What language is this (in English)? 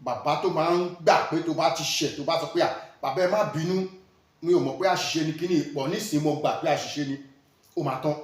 Yoruba